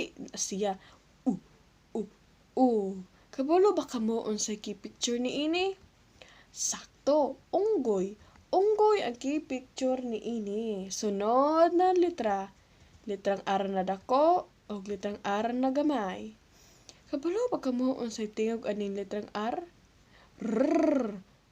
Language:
Cebuano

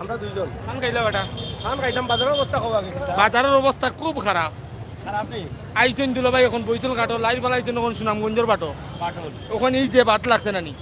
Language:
Sylheti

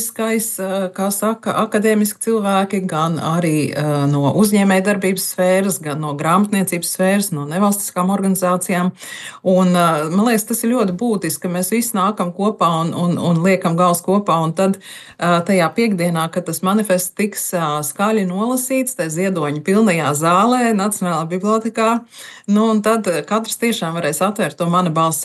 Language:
Latvian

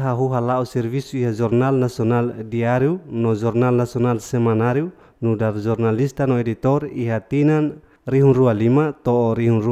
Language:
Tetum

